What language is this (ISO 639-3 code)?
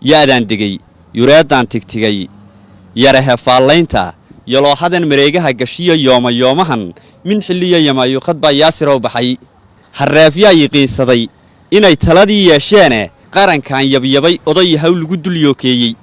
som